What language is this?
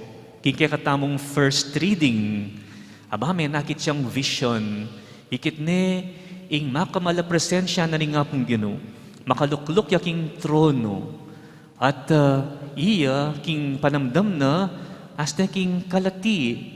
Pampanga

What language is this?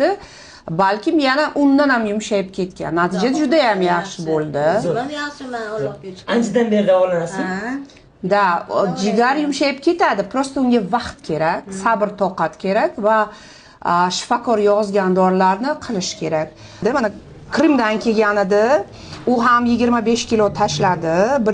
Uzbek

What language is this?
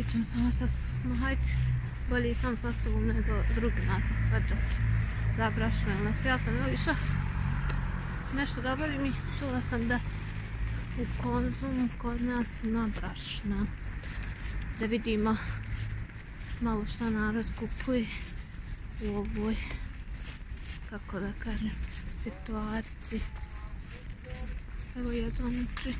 Bosnian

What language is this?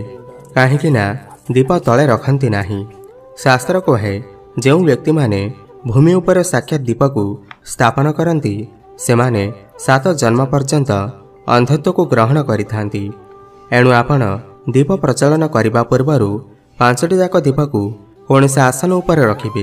Odia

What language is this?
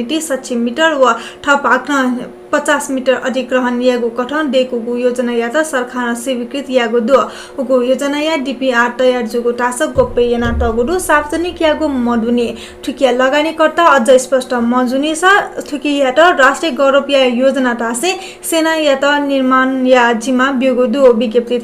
Newari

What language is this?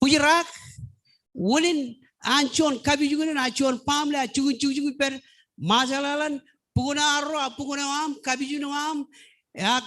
Marshallese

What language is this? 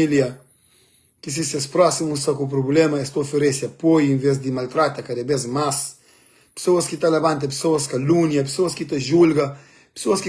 Kabuverdianu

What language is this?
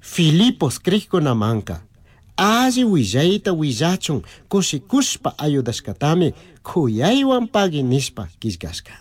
Chimborazo Highland Quichua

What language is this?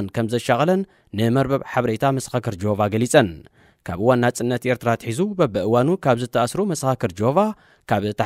Tigrinya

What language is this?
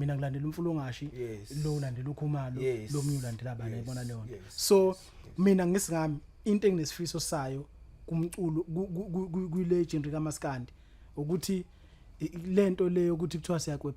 Zulu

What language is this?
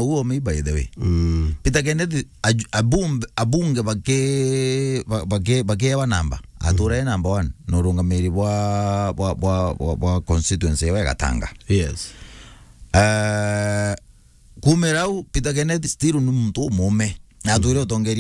Meru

